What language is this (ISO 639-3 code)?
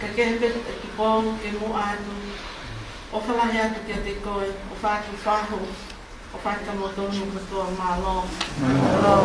ton